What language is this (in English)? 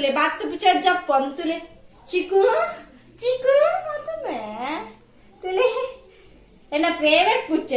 Tulu